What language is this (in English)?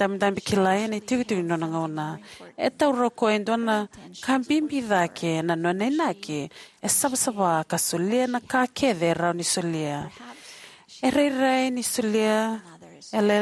Fijian